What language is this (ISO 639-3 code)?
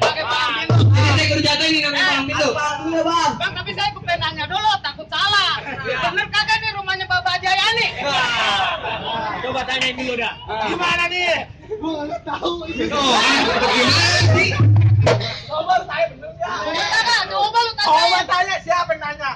bew